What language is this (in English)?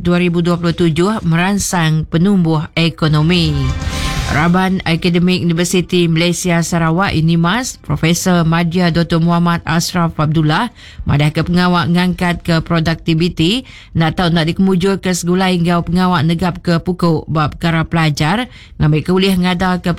Iban